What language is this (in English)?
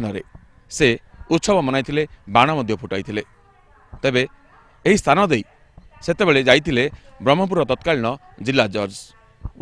Odia